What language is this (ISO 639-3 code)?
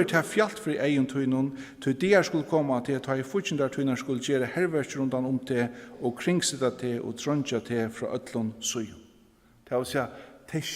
fao